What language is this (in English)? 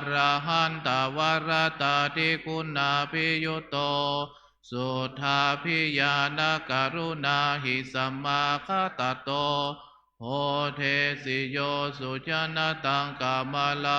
Pali